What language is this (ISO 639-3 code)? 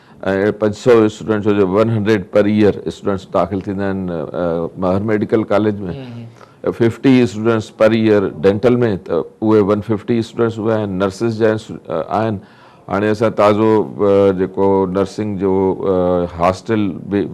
snd